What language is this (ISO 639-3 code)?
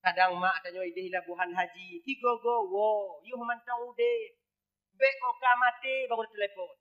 ace